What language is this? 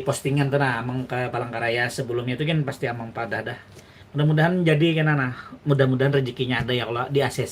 Banjar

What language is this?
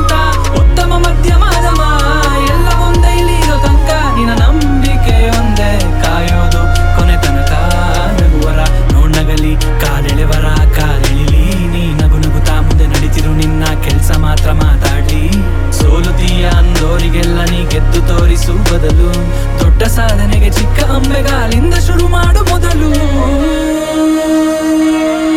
Kannada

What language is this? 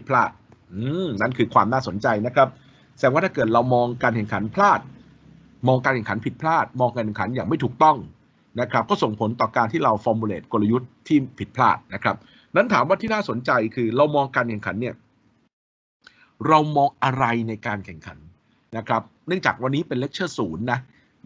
Thai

